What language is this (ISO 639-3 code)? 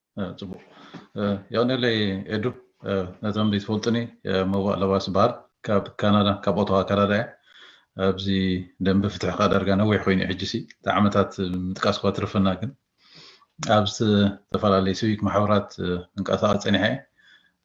tir